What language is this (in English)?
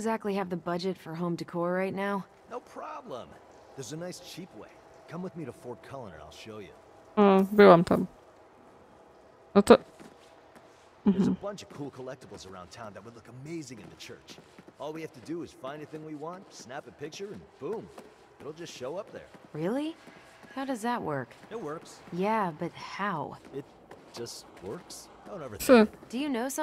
Polish